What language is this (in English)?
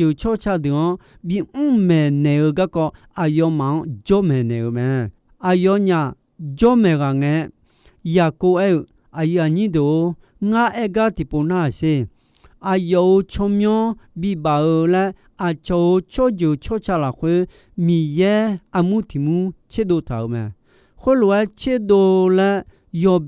Akha